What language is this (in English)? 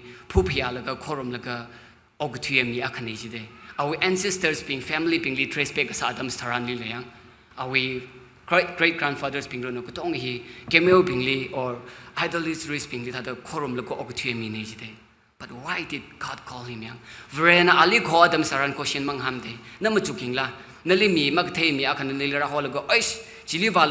Tangkhul Naga (India)